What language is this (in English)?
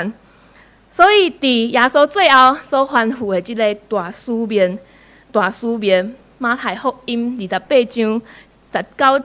Min Nan Chinese